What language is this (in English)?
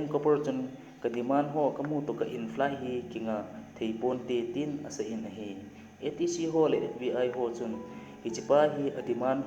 Thado Chin